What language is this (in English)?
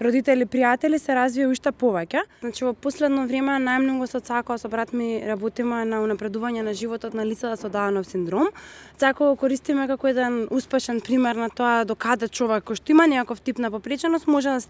Macedonian